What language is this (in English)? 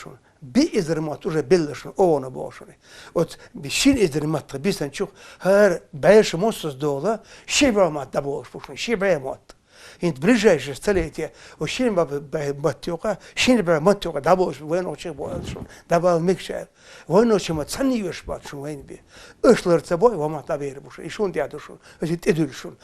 Chechen